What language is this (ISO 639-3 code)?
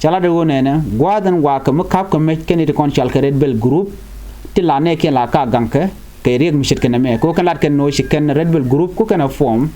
nus